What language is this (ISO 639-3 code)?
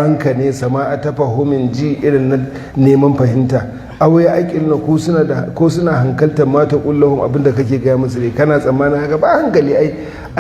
hau